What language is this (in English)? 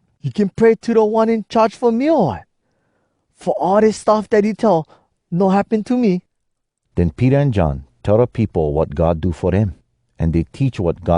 Hawai'i Creole English